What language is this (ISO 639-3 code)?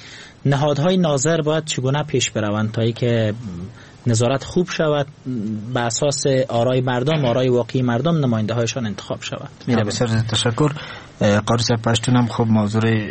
fas